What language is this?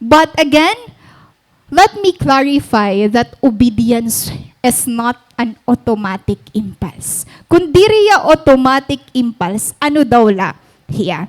Waray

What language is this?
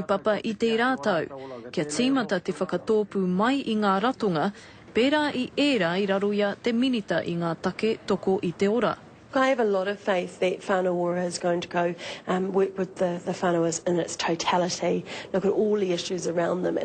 Māori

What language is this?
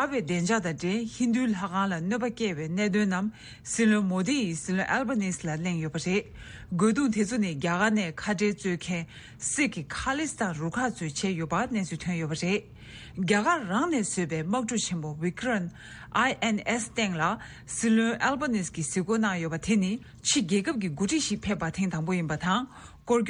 Tibetan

